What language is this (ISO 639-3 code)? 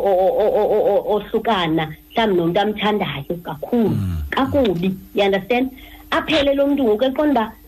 xho